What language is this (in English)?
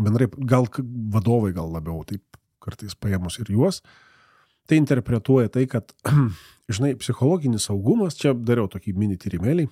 Lithuanian